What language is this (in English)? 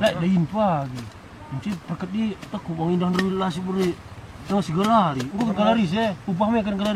Batak Karo